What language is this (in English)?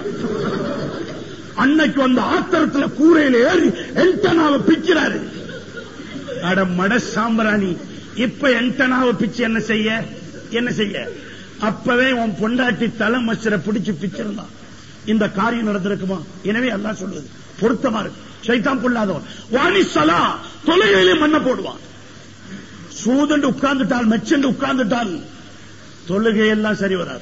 Tamil